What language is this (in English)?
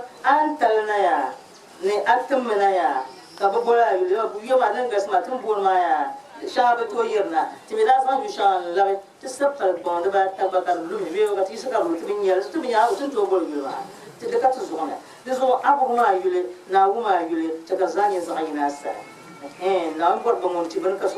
Dagbani